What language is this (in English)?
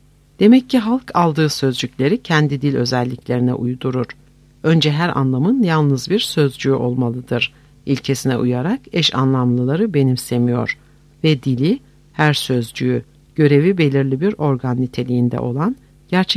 Turkish